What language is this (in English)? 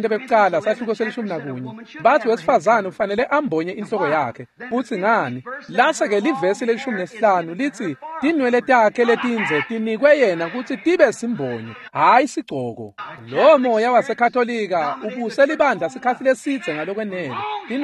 Swati